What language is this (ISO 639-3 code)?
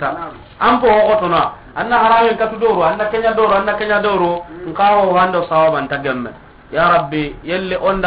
snk